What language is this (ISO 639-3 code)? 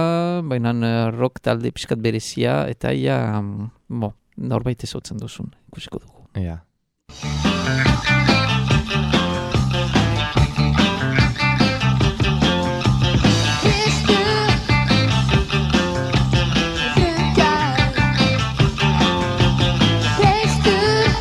eus